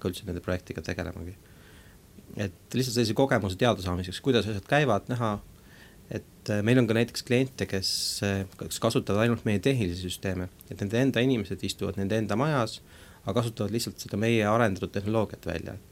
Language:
Estonian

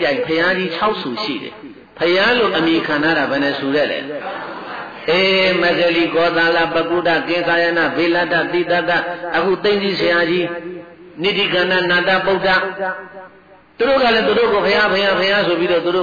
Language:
Burmese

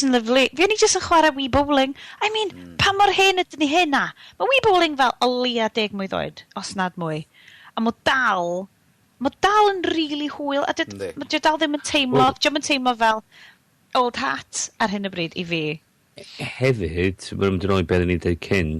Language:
Welsh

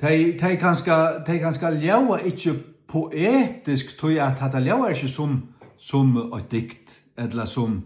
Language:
Faroese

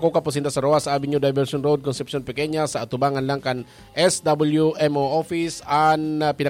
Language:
Bikol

